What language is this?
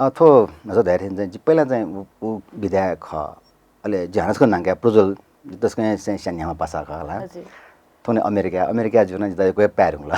Newari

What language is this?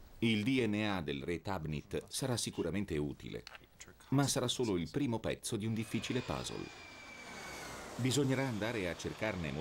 Italian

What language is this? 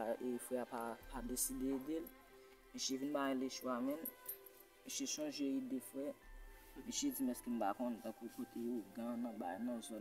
Haitian Creole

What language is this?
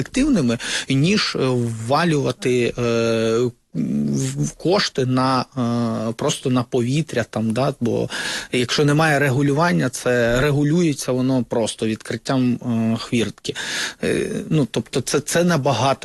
Ukrainian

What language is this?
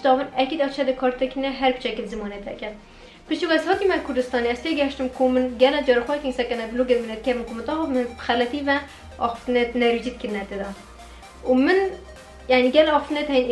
Kurdish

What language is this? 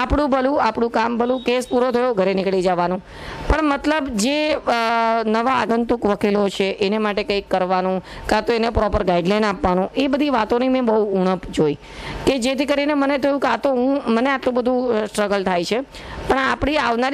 Gujarati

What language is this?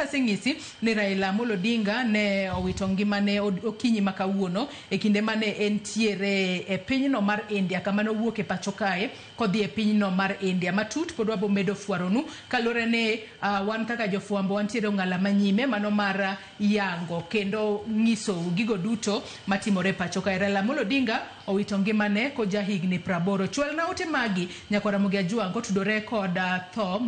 Luo (Kenya and Tanzania)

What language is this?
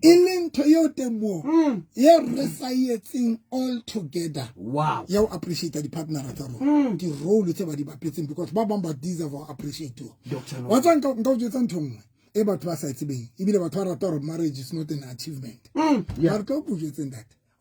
Southern Sotho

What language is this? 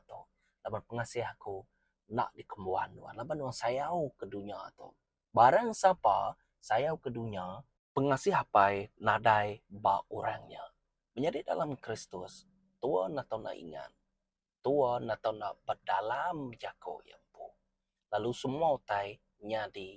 Iban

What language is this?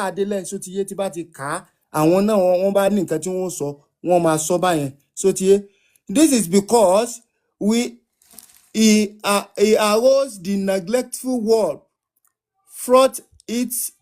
Yoruba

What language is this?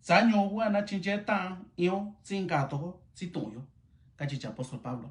Mixtepec Mixtec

